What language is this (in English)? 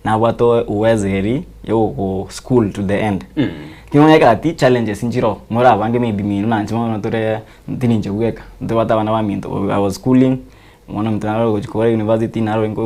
Gusii